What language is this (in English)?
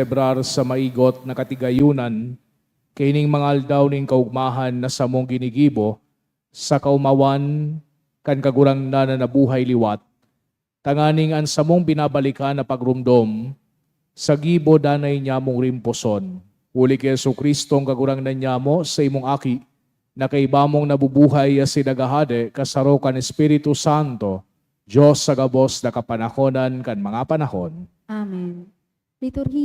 Bikol